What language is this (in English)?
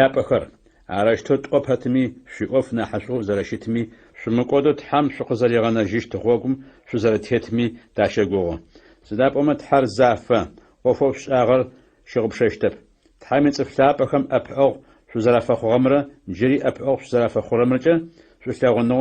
Adyghe